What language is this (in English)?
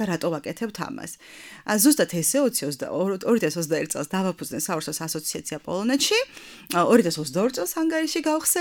Georgian